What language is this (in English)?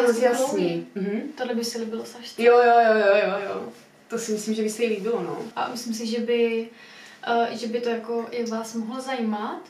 Czech